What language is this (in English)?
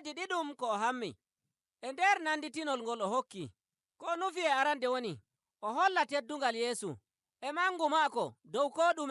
Nigerian Fulfulde